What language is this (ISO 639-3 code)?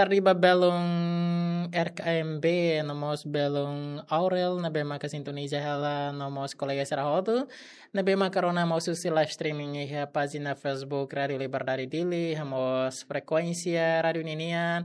tet